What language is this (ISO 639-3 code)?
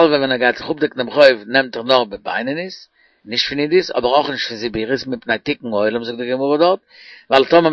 yid